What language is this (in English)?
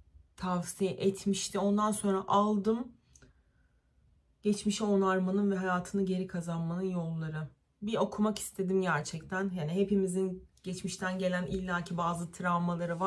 Turkish